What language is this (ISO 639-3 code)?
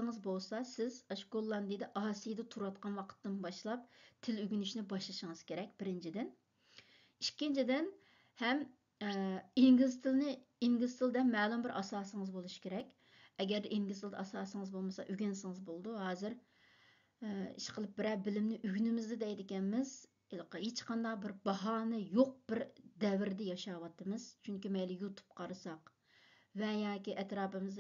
uig